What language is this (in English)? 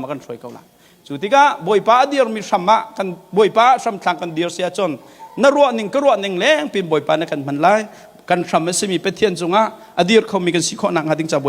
Hakha Chin